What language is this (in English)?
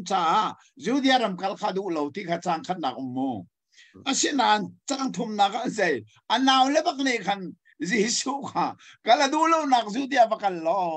Hakha Chin